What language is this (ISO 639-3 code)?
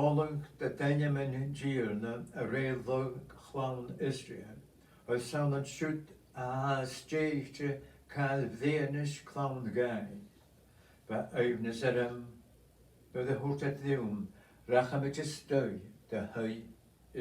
gla